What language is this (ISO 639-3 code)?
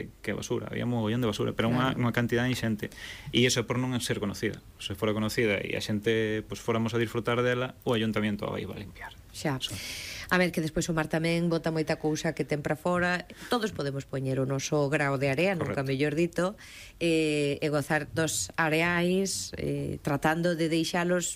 glg